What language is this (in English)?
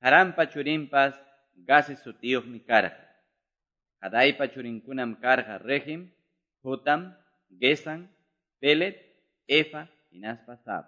Quechua